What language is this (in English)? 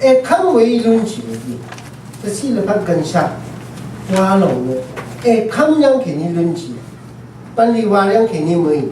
Rawang